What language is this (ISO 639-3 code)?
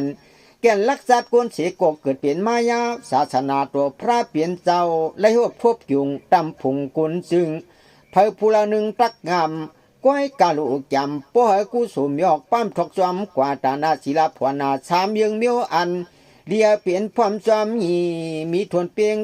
shn